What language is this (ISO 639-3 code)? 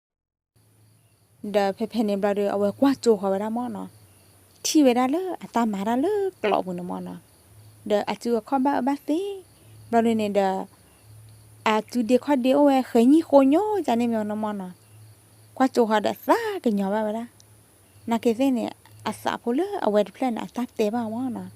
ksw